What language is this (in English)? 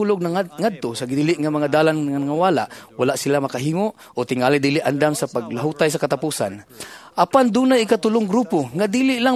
Cebuano